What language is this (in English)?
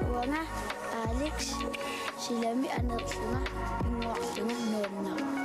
Kalaallisut